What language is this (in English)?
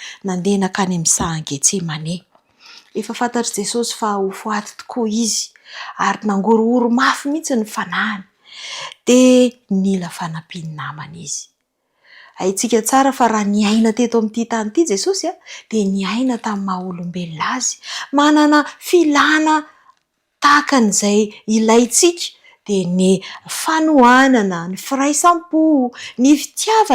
Malagasy